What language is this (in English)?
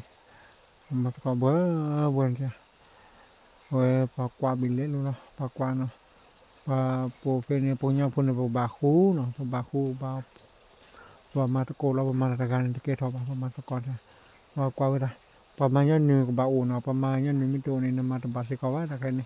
S'gaw Karen